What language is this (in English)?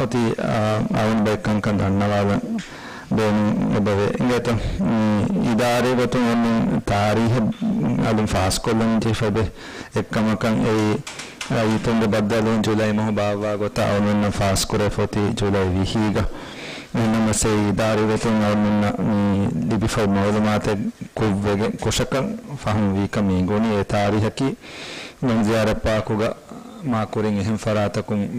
Divehi